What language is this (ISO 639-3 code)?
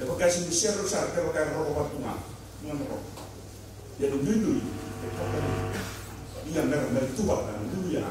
fij